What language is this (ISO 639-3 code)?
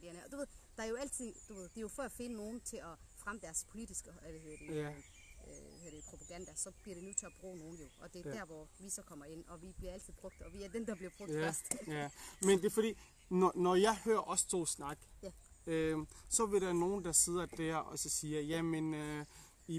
dan